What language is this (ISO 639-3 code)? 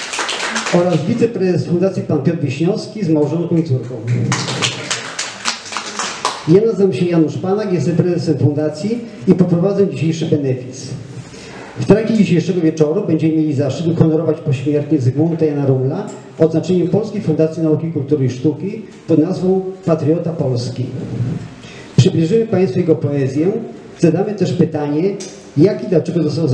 pol